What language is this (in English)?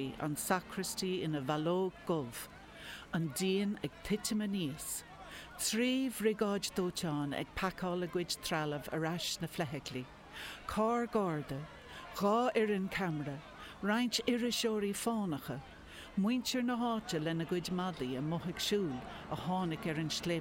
Irish